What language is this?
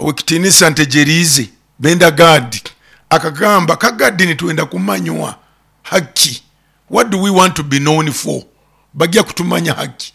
Nyoro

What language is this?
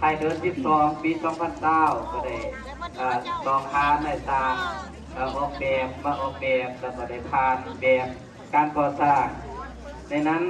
Lao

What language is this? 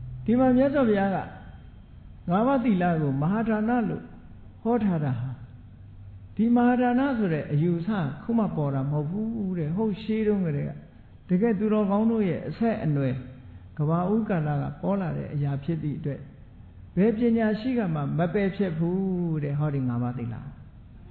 Burmese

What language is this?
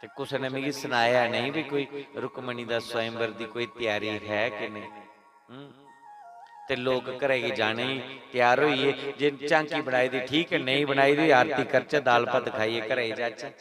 Dogri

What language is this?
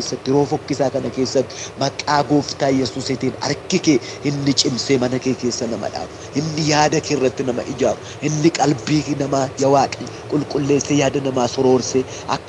Oromo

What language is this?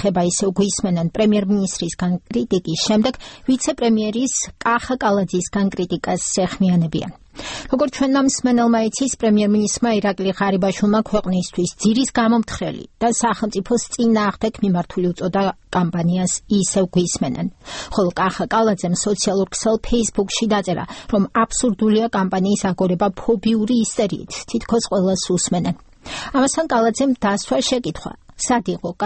Georgian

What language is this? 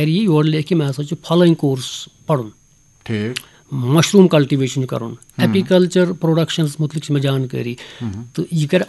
Kashmiri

